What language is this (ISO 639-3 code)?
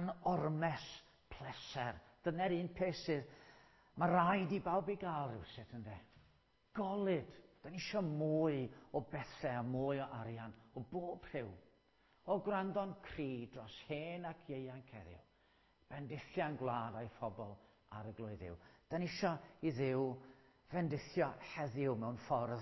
cym